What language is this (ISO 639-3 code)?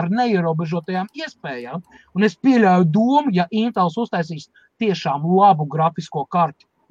lav